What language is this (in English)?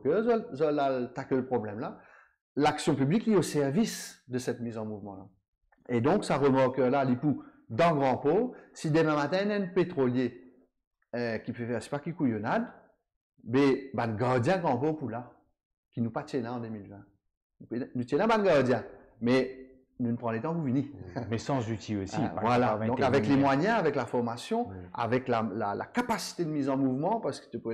Morisyen